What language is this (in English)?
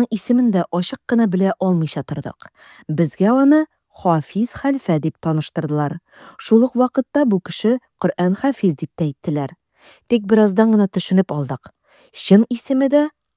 Tatar